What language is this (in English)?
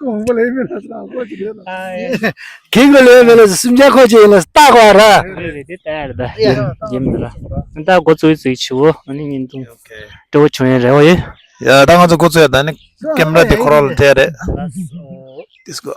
Tibetan